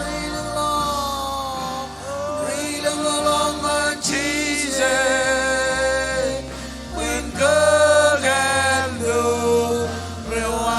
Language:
Marshallese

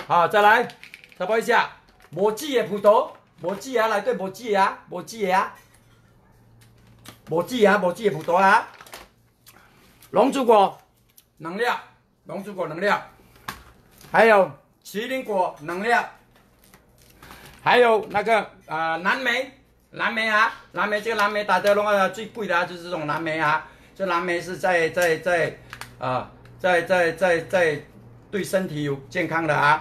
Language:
Chinese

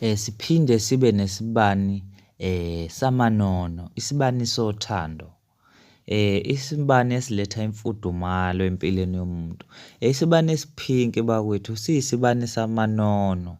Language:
Zulu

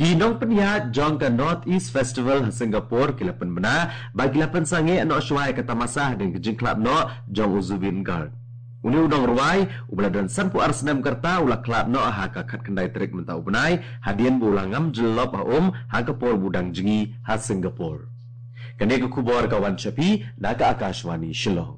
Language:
Khasi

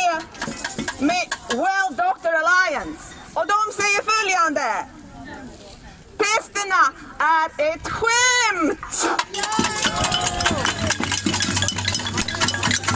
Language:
Swedish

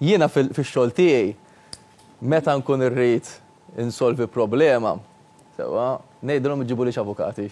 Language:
Maltese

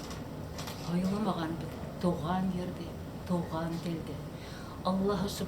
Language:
Bashkir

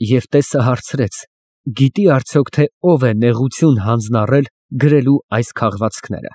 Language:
Armenian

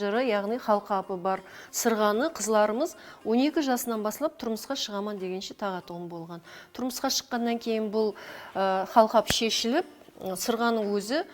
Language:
Kara-Kalpak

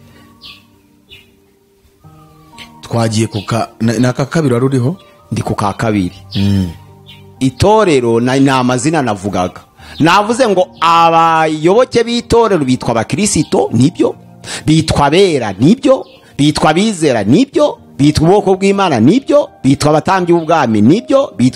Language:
Kinyarwanda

